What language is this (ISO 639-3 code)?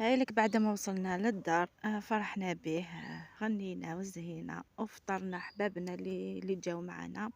arq